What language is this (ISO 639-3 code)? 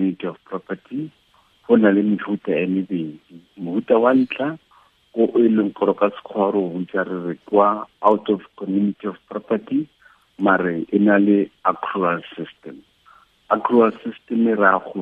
tsn